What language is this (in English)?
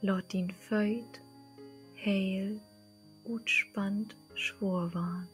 Low German